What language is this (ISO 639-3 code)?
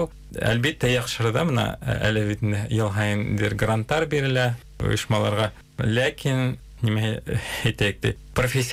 bak